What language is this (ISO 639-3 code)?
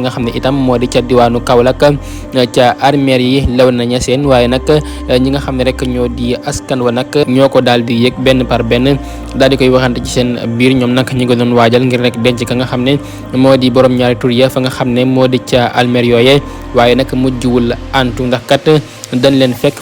wol